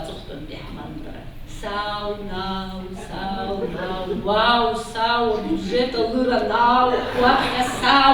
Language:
Abkhazian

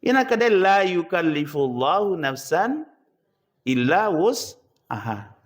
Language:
Buginese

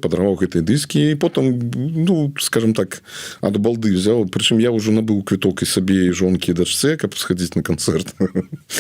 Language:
Belarusian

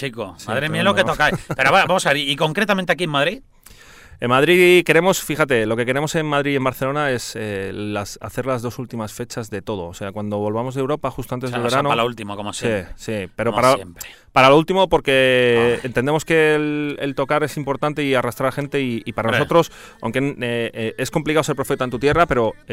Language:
Spanish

